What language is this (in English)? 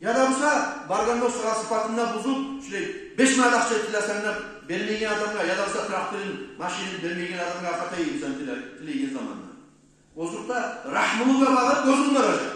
Kumyk